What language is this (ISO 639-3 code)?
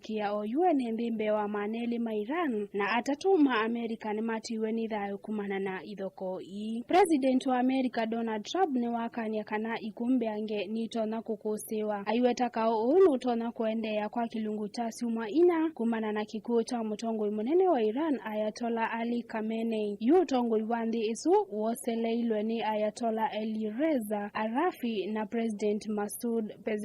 kam